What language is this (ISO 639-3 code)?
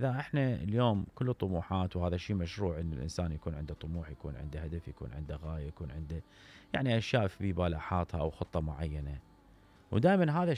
acm